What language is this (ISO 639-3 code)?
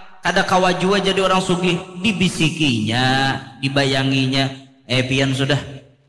bjn